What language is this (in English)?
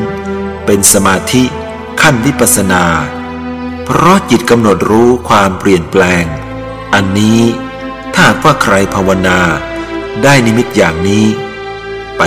Thai